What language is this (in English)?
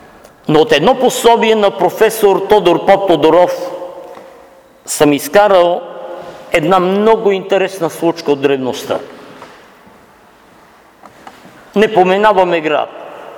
Bulgarian